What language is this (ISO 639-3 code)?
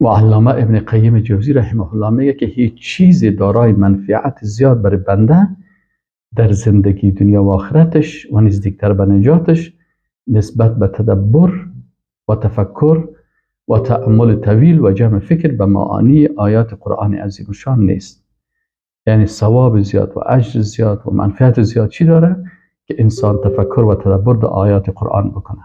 fas